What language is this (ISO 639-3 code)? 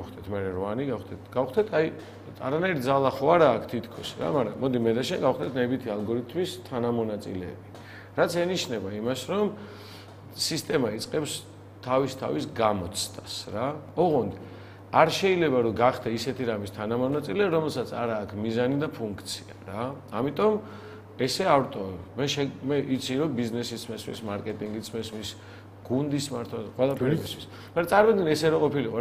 kat